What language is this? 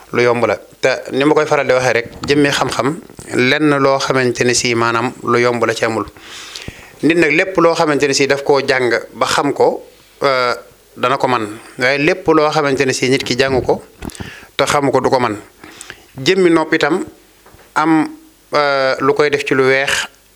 Wolof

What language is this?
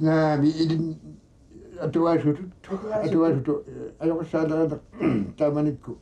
Kalaallisut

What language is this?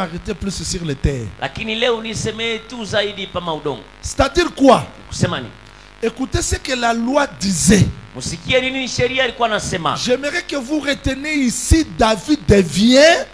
French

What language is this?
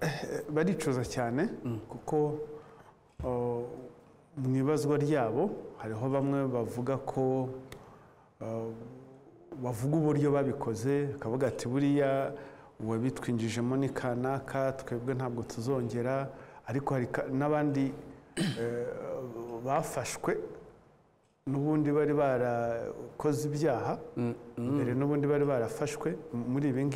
Kinyarwanda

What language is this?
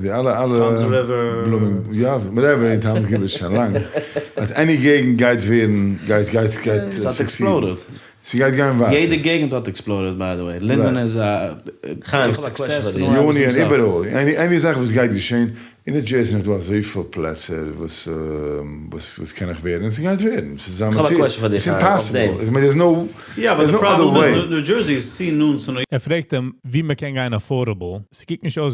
Yiddish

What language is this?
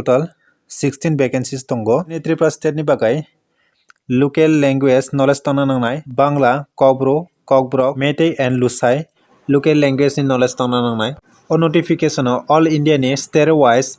Kok Borok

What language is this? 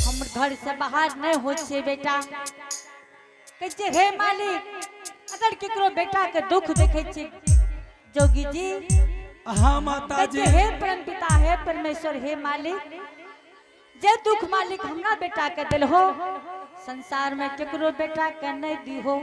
Angika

